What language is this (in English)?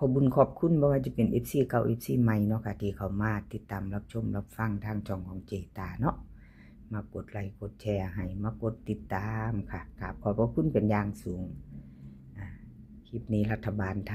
Northeastern Thai